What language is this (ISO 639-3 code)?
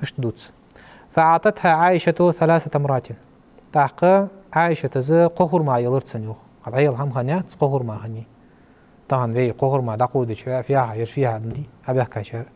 inh